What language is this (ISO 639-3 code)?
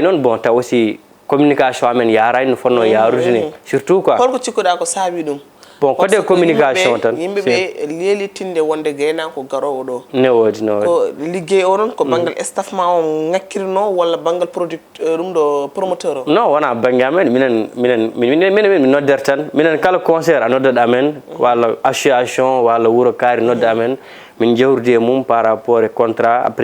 ful